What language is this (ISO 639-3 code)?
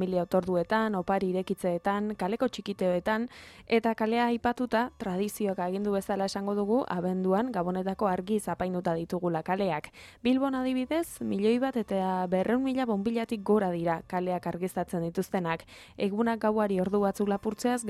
eus